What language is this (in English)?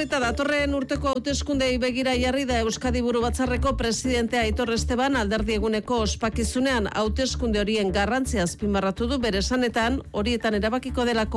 Basque